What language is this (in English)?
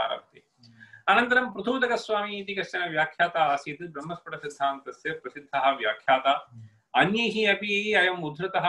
Sanskrit